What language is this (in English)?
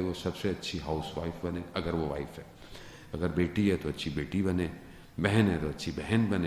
Urdu